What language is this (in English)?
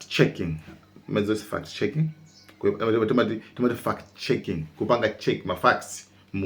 Nyanja